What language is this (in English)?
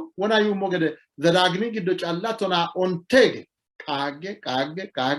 Sidamo